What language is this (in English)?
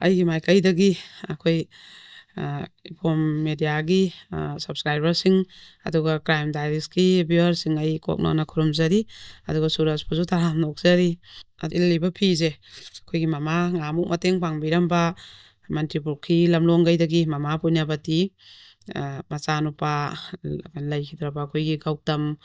Manipuri